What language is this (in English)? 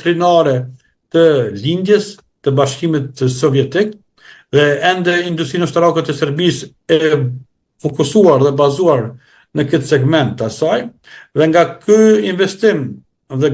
Albanian